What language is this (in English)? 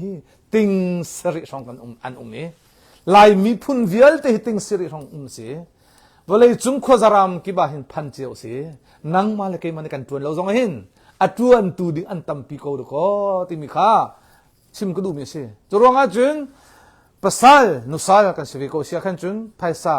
Hakha Chin